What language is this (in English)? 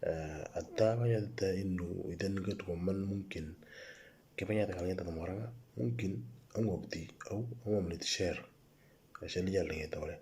Moro